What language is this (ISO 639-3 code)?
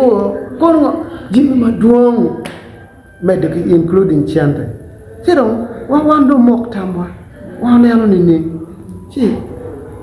ach